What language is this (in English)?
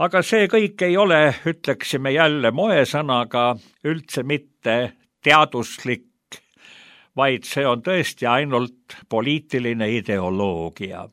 Estonian